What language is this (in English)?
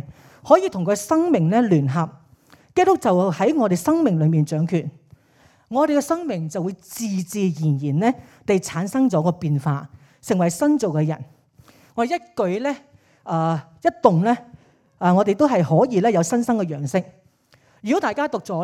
Cantonese